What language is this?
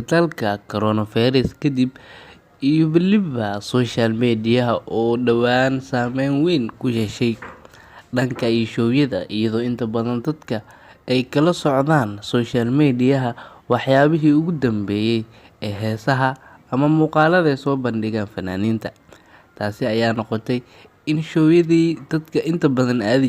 Somali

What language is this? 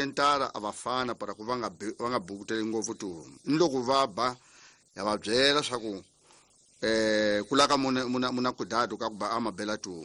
Tsonga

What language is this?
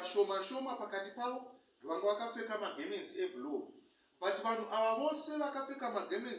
Shona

